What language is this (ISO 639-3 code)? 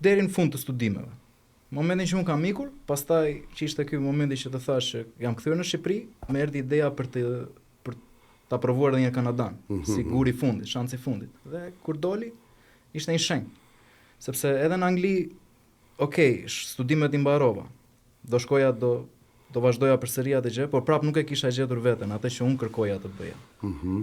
sqi